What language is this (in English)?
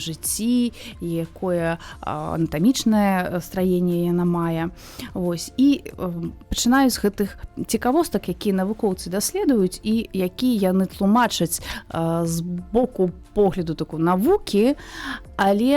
Belarusian